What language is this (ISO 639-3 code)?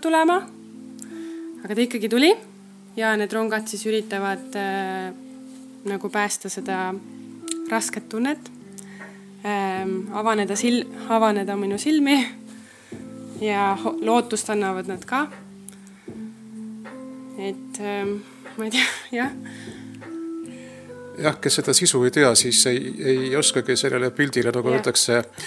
est